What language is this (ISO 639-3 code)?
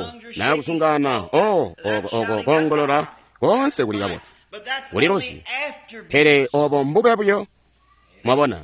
toi